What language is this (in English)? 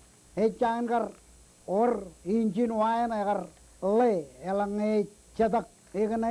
Marshallese